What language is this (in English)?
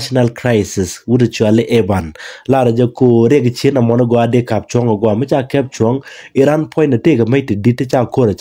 Nuer